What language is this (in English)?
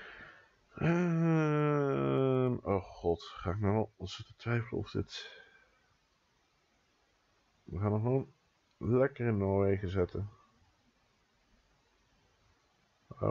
Dutch